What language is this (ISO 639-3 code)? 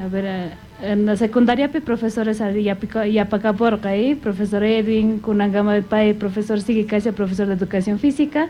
que